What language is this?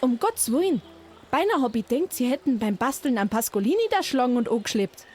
Bavarian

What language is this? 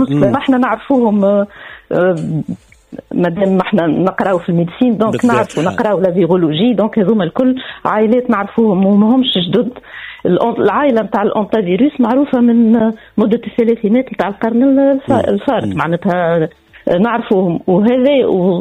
Tunisian Arabic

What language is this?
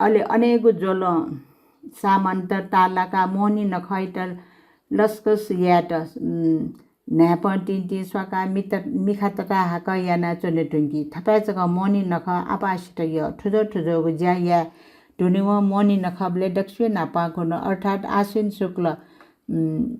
Newari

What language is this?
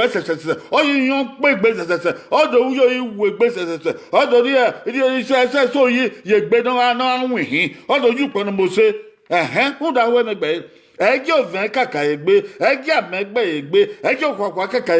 Bini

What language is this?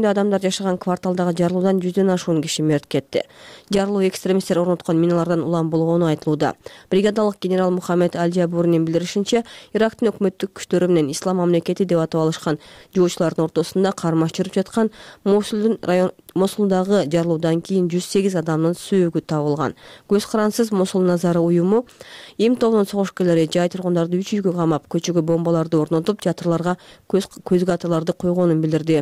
Kyrgyz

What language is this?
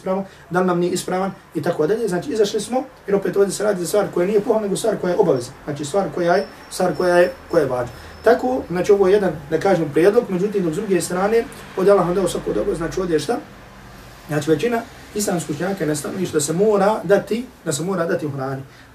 Bosnian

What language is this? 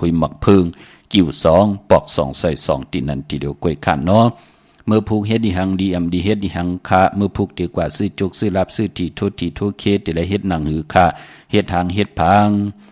Shan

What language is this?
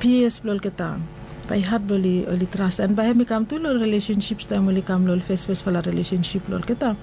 Bislama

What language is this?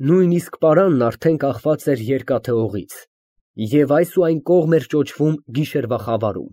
Armenian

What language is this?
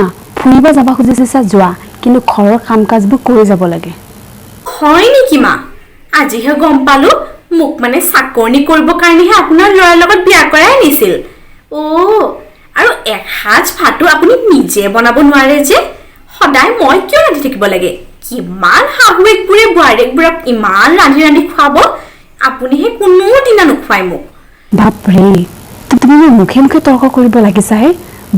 Assamese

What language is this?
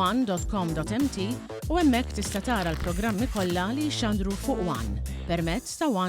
Maltese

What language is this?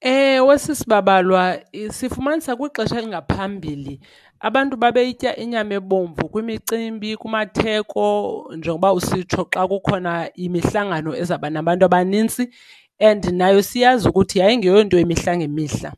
Xhosa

